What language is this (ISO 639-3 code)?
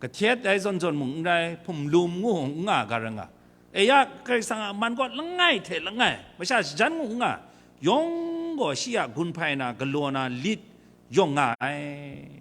kac